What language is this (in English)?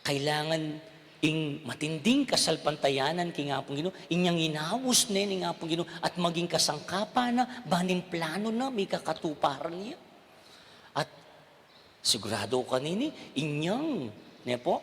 Pampanga